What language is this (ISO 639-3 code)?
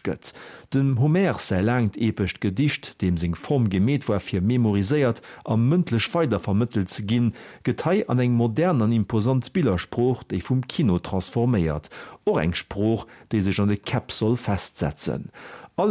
ltz